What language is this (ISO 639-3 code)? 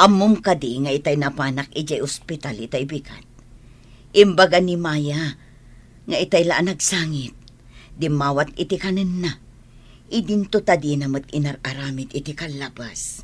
ilo